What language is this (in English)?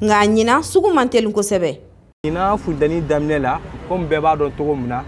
Bambara